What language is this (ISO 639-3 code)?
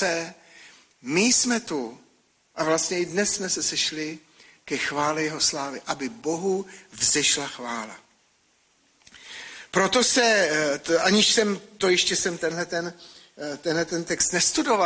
ces